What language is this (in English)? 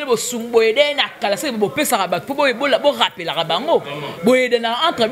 Lingala